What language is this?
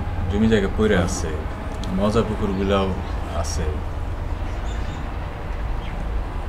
Bangla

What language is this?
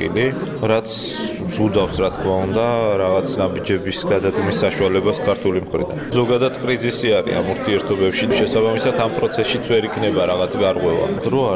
Georgian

